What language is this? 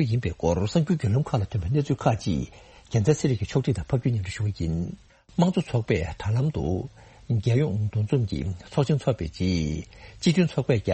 Tibetan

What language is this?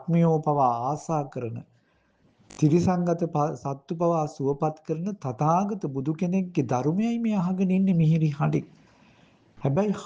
Sinhala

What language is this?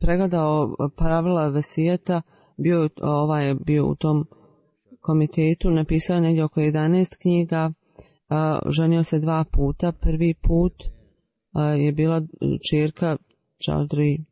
Bosnian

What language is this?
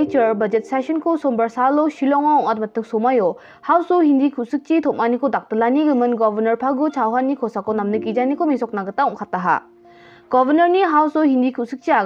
Garo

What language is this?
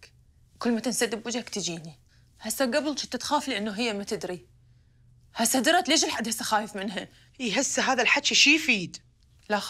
Mesopotamian Arabic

